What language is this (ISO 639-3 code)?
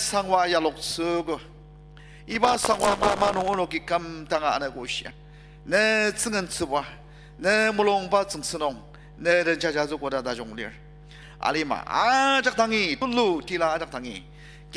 njo